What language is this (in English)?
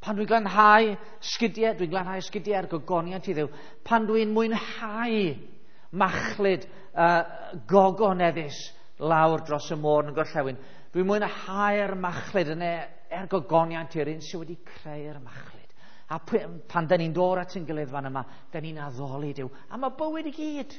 Welsh